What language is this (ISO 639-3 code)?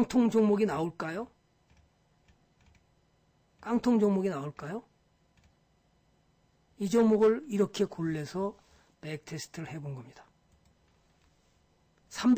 kor